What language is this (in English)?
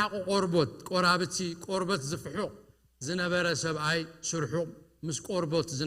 Tigrinya